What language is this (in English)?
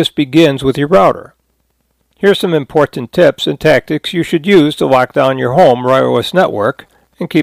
English